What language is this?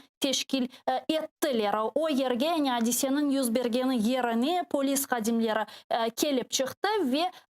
Crimean Tatar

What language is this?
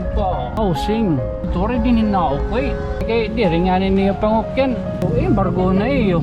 Waray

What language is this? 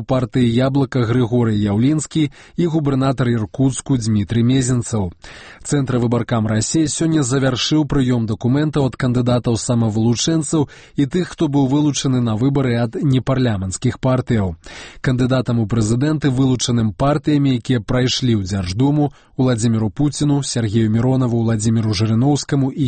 Belarusian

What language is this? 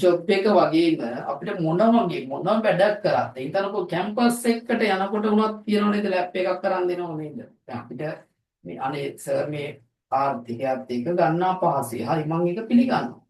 Sinhala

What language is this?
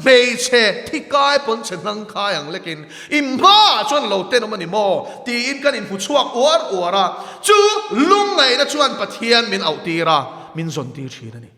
Mizo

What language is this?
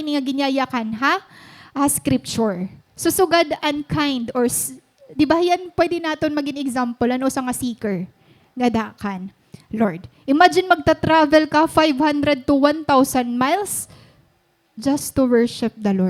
Waray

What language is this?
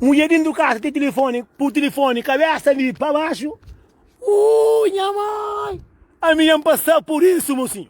Kabuverdianu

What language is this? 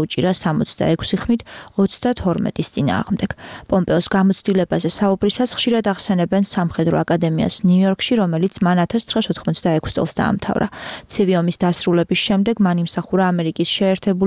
Georgian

